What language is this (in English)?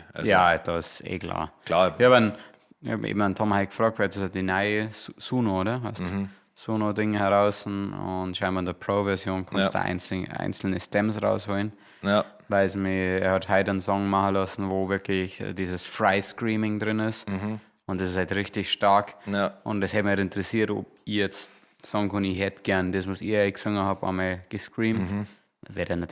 Bavarian